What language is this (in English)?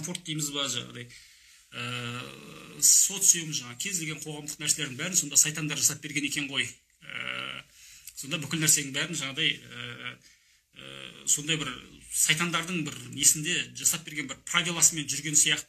Kazakh